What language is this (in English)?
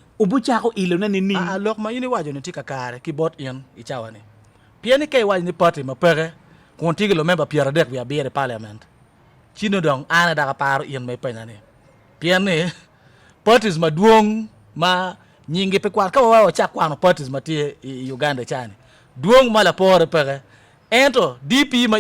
Acoli